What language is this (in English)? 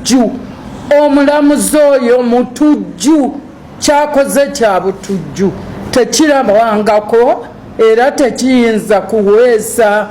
Ganda